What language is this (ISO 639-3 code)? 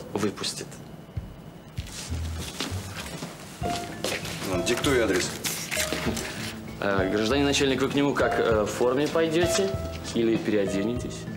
rus